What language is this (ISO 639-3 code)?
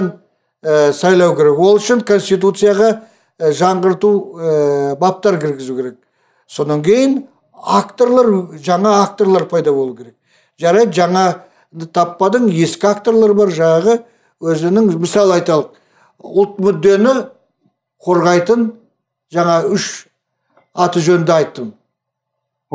kaz